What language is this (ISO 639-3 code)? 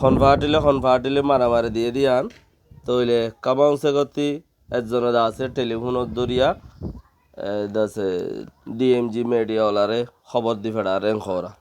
rhg